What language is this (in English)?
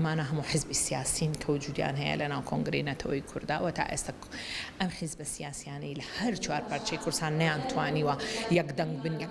Central Kurdish